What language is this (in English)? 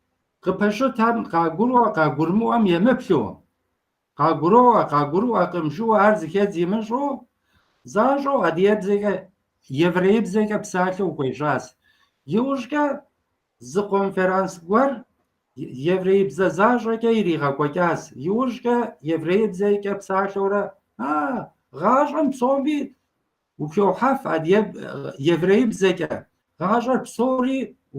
Kabardian